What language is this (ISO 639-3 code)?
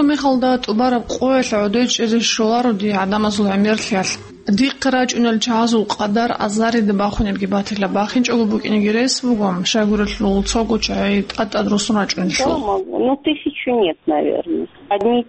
ava